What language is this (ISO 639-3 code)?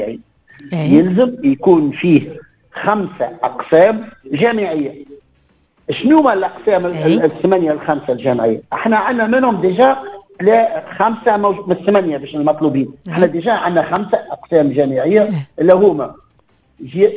aeb